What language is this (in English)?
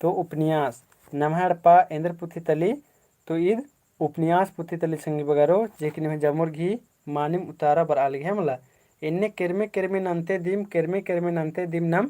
Kurukh